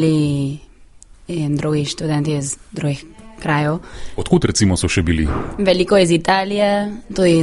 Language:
Slovenian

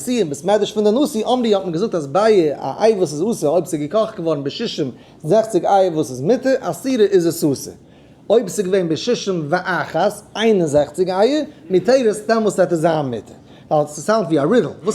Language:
Yiddish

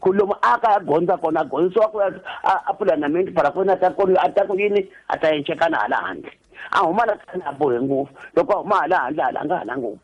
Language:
Tsonga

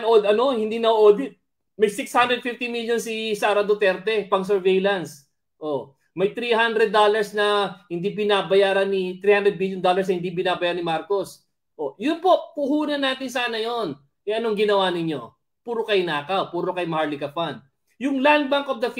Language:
Filipino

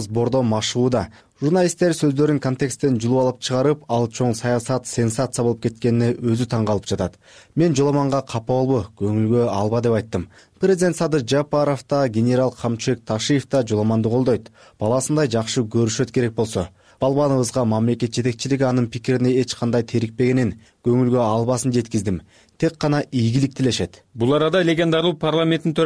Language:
Kyrgyz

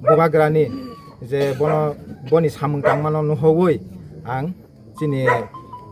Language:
Kok Borok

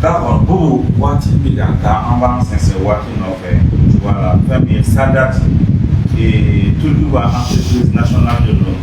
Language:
Bambara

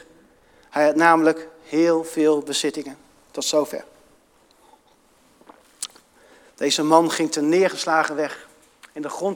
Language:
Dutch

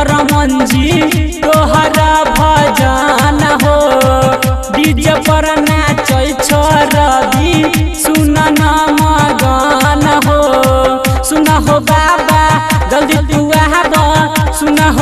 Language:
Maithili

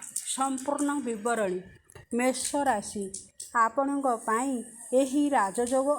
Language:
Odia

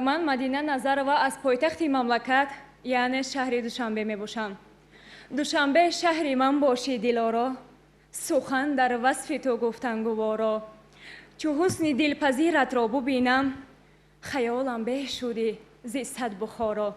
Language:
Tajik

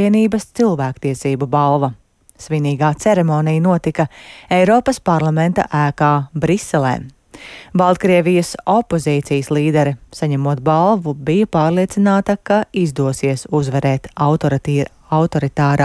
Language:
Latvian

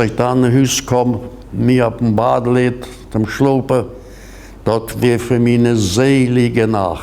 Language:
Plautdietsch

